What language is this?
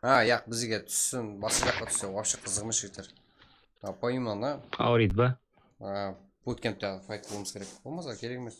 Kara-Kalpak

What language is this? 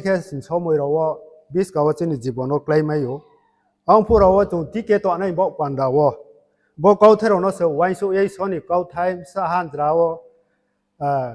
Riang (India)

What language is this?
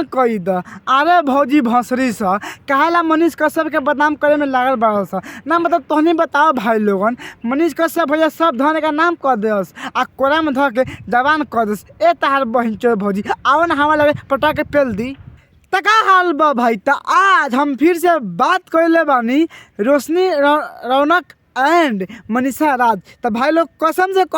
Bhojpuri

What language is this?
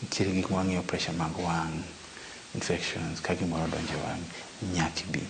Luo (Kenya and Tanzania)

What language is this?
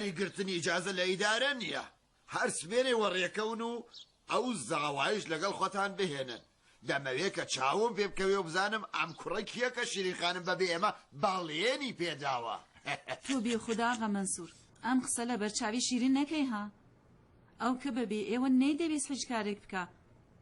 Central Kurdish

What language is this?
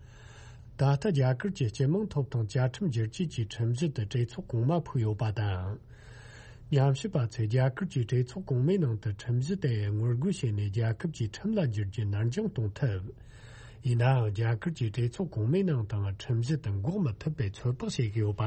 Tibetan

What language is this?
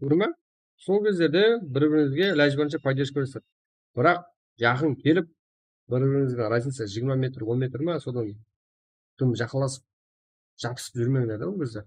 Kara-Kalpak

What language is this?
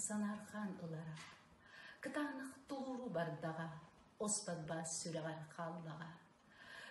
Yakut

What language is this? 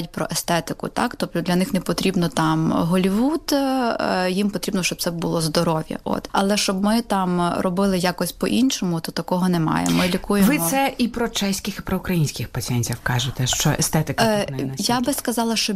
Ukrainian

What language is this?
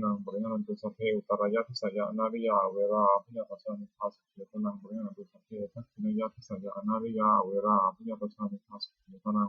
Pali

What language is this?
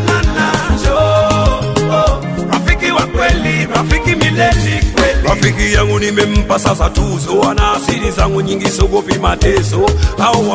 Swahili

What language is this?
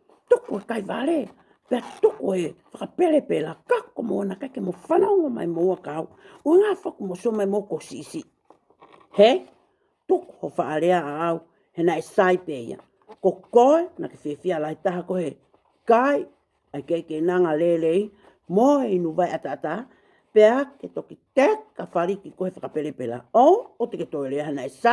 Tongan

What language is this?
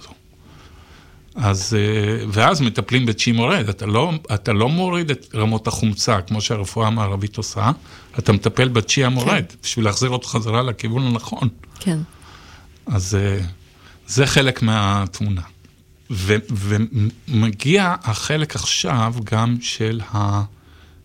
Hebrew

